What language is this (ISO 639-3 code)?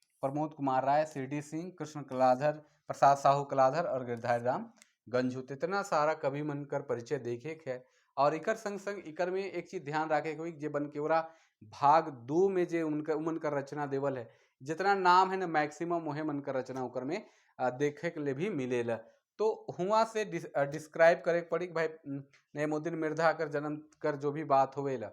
sck